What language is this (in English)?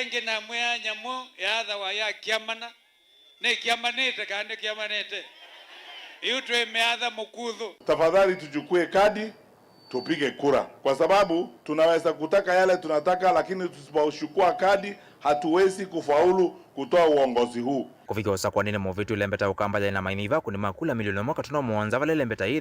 Kamba